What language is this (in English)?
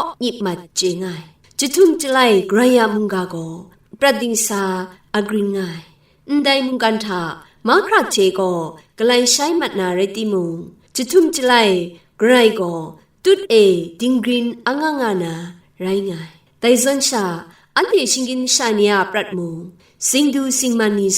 Kachin